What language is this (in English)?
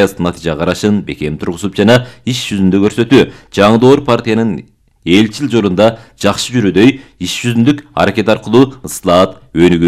Kyrgyz